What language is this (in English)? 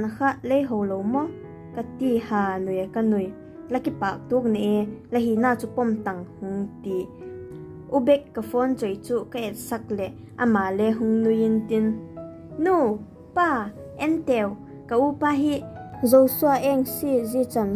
Vaiphei